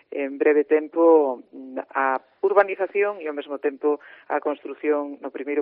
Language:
Galician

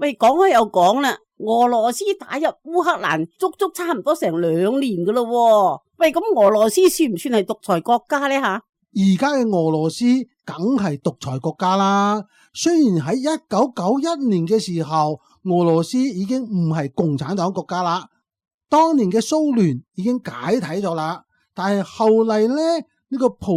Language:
Cantonese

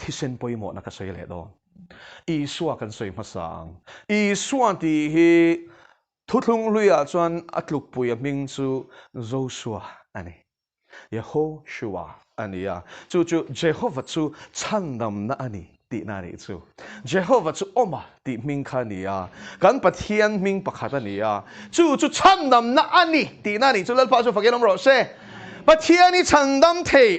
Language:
Mizo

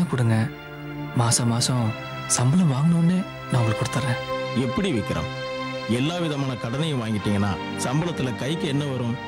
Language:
Tamil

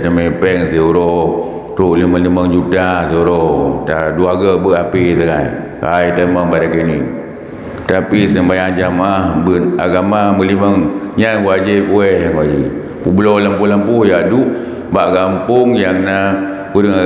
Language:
Achinese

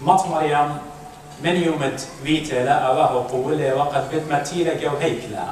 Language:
Assyrian Neo-Aramaic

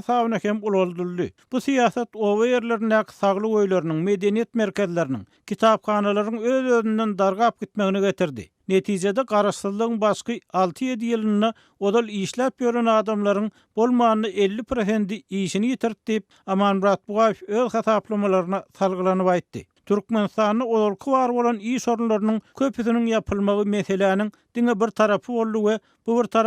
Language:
Turkmen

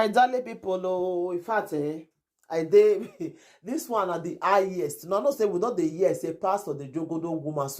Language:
Nigerian Pidgin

